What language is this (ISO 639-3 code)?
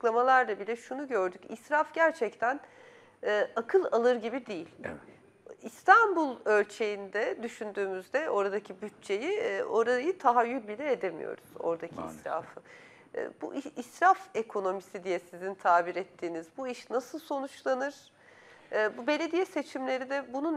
tur